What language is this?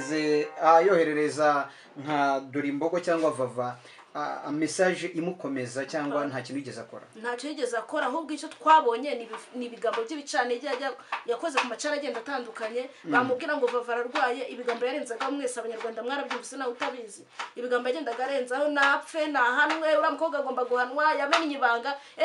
Kinyarwanda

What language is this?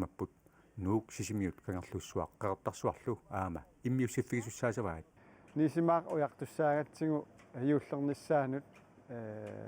Kalaallisut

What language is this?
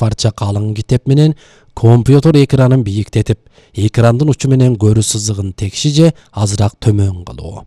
Kyrgyz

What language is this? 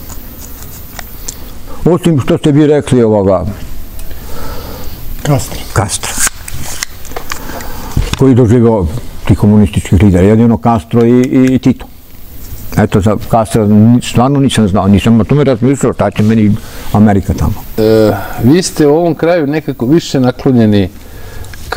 Serbian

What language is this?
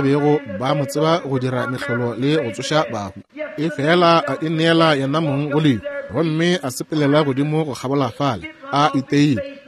Northern Sotho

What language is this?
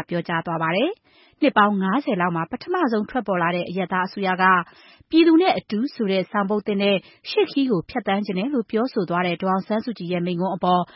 Burmese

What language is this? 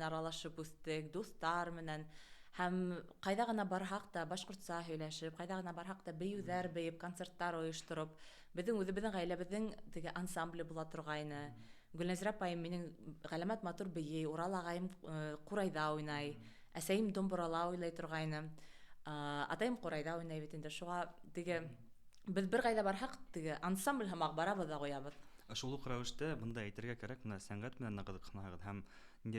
Bashkir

